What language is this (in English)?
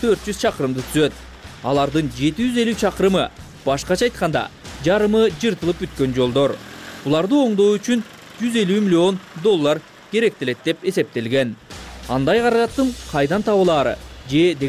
Kyrgyz